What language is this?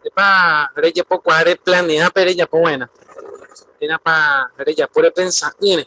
Guarani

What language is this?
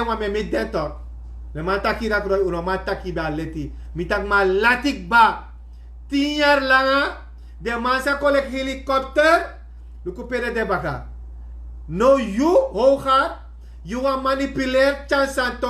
Sranan Tongo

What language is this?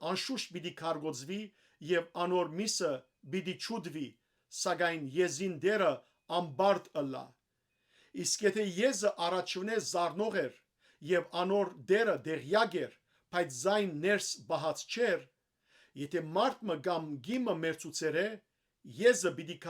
Western Armenian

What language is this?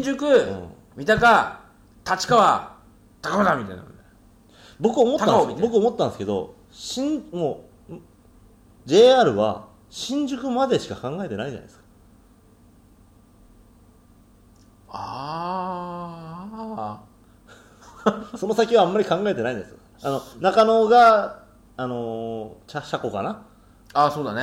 Japanese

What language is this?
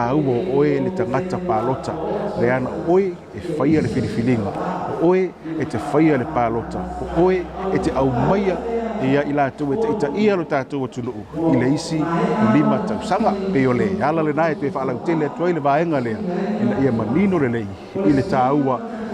Samoan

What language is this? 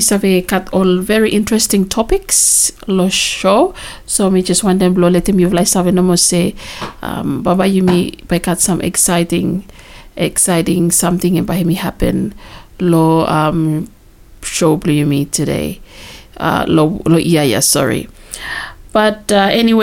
Bislama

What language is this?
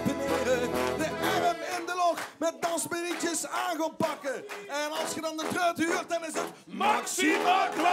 Limburgish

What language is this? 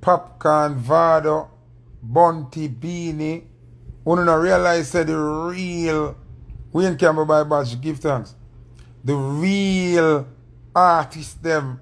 Jamaican Creole English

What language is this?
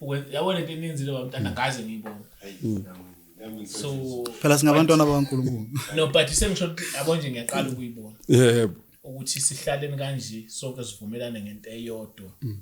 Zulu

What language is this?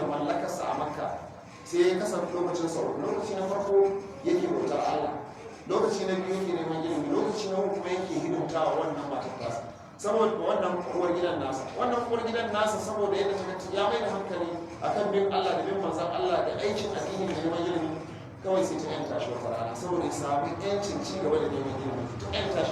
Hausa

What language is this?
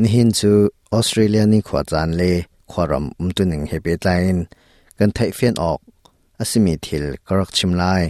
Hakha Chin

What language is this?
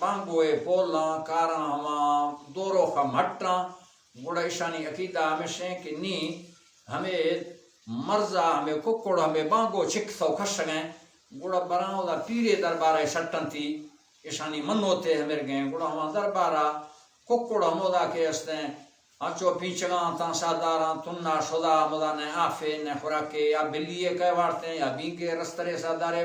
Baluchi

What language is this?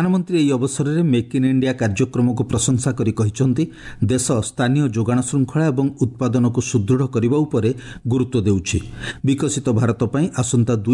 Odia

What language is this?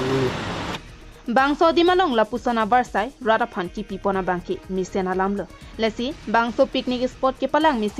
Karbi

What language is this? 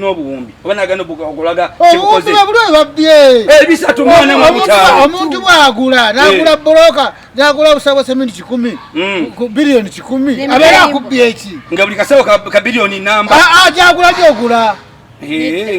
Ganda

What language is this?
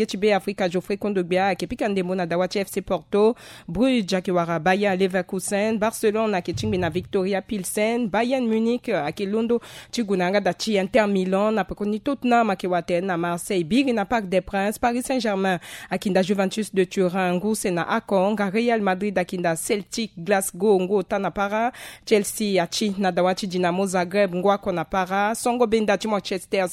Sango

